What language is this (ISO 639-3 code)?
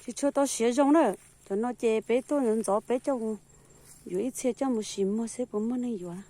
hmn